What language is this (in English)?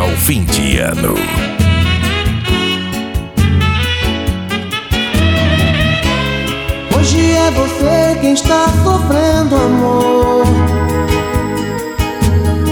Portuguese